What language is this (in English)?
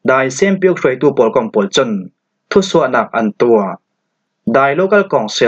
Falam Chin